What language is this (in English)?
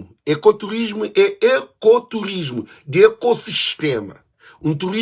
Kabuverdianu